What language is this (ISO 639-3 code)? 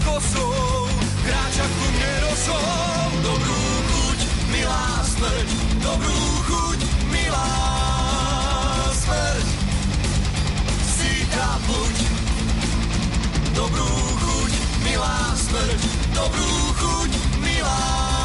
slk